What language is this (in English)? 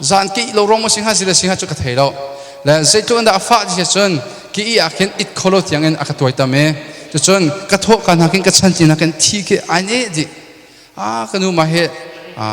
Hakha Chin